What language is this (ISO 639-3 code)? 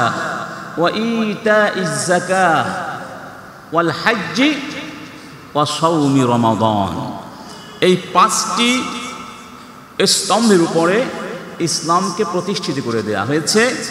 ben